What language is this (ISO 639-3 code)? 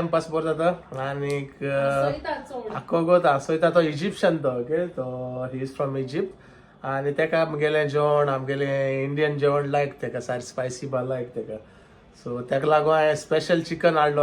kok